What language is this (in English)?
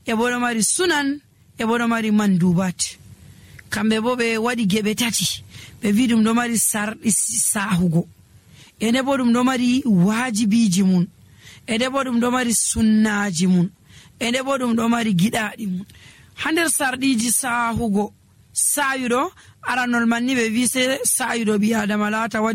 Nigerian Fulfulde